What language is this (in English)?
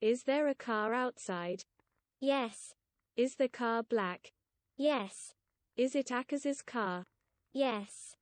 Welsh